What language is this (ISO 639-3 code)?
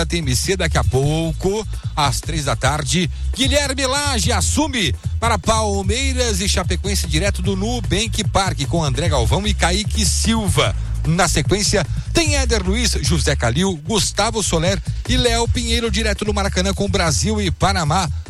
por